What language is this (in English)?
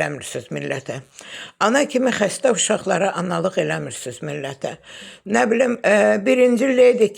Azerbaijani